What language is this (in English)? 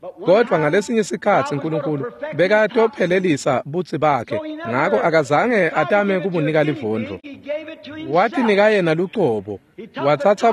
Swati